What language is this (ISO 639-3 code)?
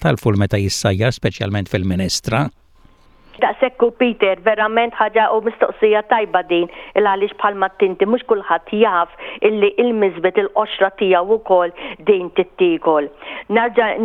mlt